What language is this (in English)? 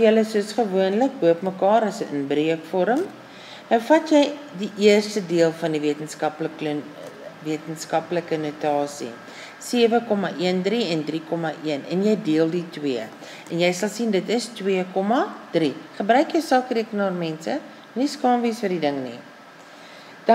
Afrikaans